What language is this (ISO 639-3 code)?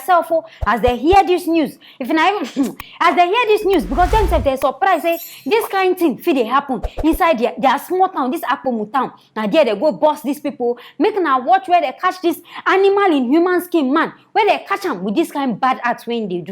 pcm